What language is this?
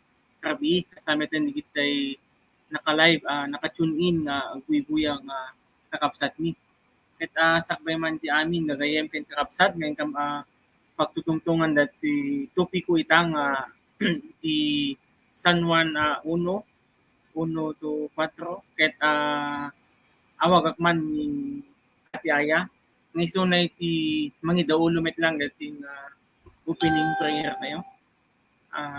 Iloko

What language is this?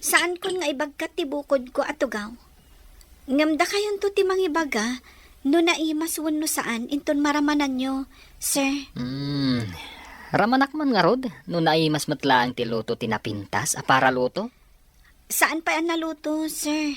Iloko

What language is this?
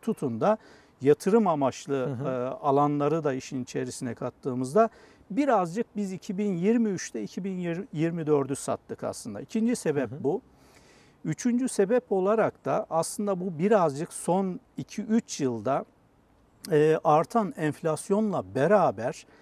Turkish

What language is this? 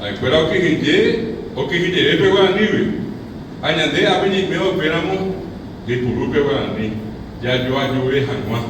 Guarani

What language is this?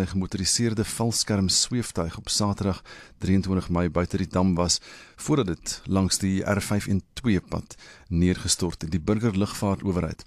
Afrikaans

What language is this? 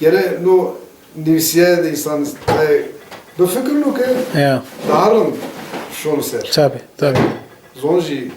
Zaza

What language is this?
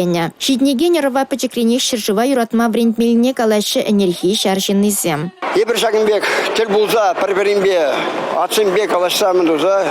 Chuvash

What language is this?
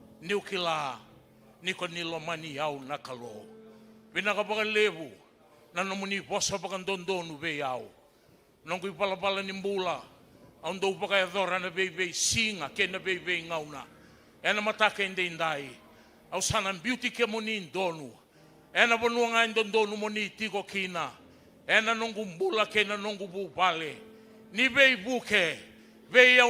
Fijian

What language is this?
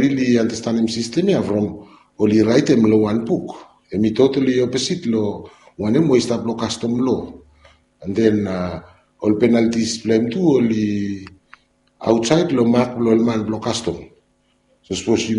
Bislama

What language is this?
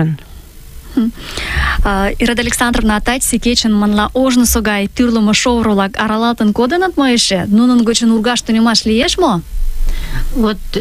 Mari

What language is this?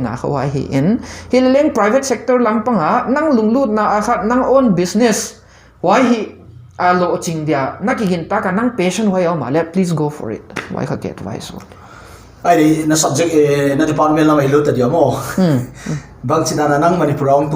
Paite Chin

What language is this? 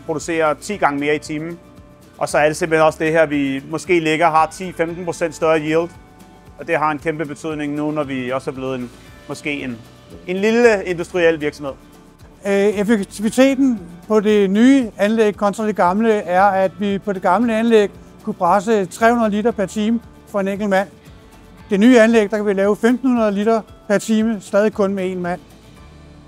Danish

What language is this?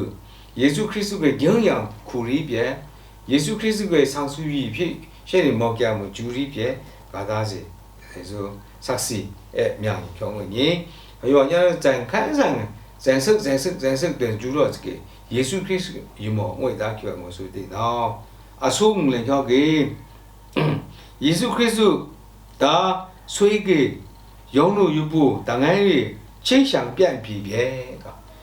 Lashi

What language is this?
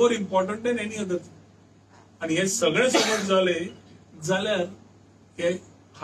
Konkani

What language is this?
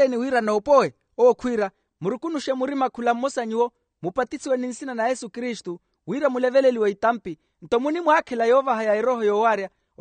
Makhuwa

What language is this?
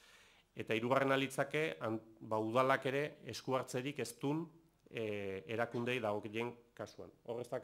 Basque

